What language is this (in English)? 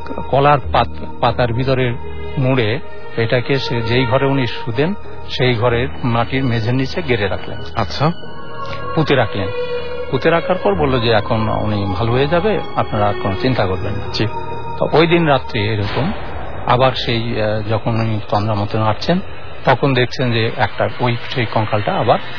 Bangla